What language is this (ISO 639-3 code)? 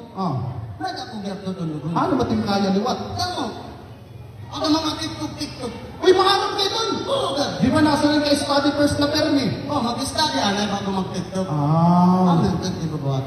war